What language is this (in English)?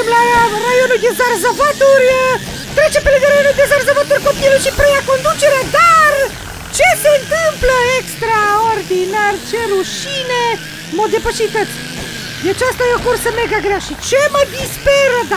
Romanian